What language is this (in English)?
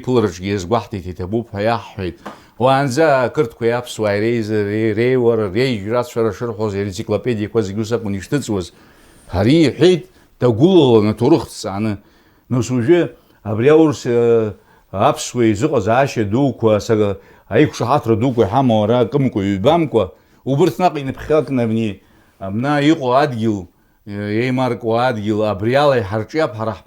Abkhazian